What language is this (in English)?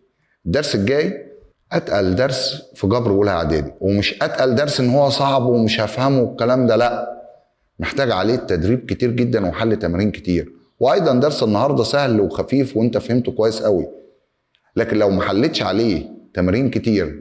Egyptian Arabic